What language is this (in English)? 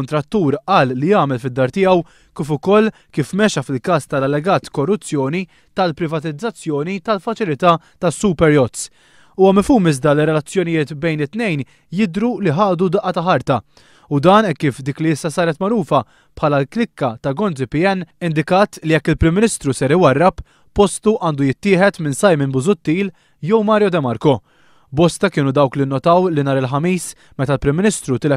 Maltese